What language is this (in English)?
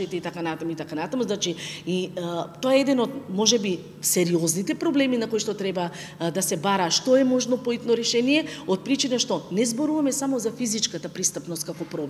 Macedonian